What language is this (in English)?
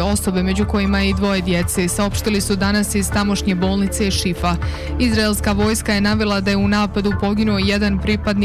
Bosnian